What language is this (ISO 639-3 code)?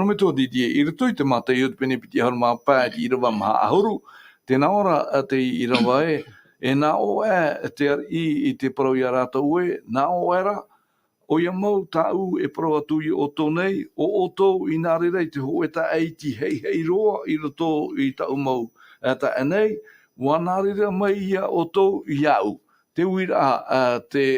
tah